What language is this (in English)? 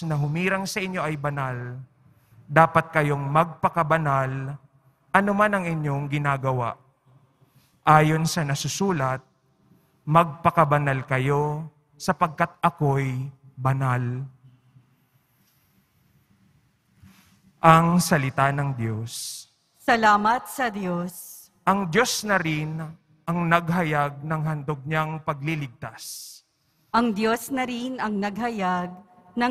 Filipino